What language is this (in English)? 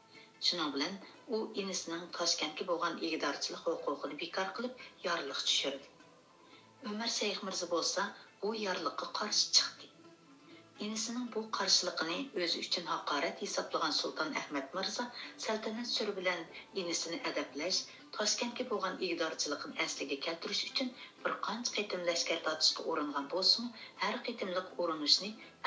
Uyghur